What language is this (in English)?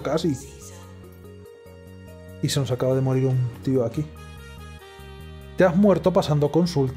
Spanish